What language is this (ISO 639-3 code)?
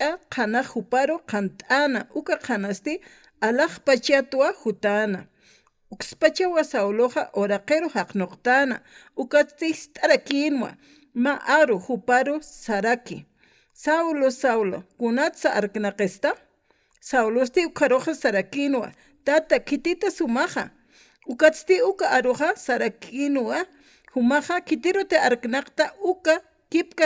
aym